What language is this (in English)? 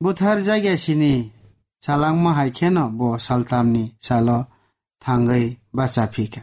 Kok Borok